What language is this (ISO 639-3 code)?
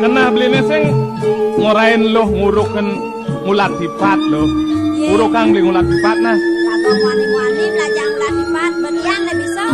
ban